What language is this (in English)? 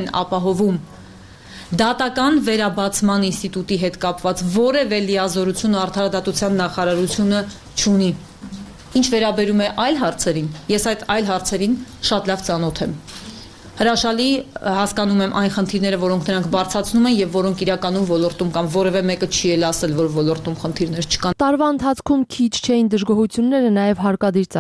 Armenian